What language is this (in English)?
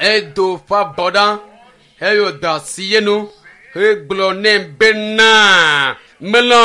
Ewe